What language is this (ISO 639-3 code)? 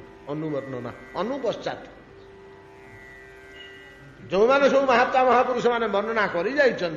ori